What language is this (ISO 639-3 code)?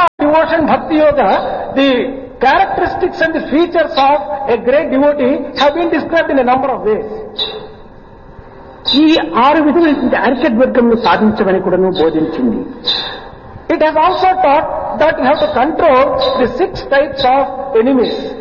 tel